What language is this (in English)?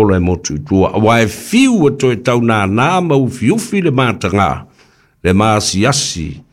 Samoan